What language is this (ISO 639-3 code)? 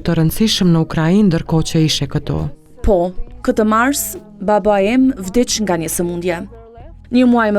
sqi